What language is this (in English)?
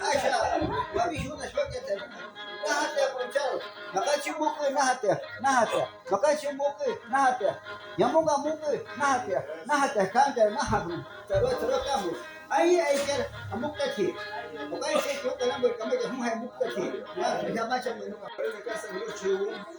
Shuar